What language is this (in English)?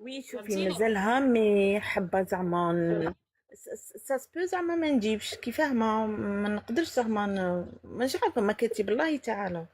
Algerian Arabic